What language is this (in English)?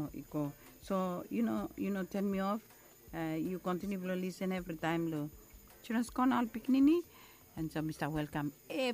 Bislama